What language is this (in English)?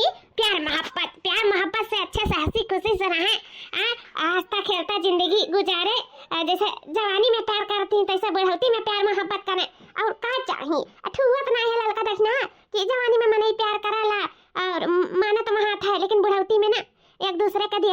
Awadhi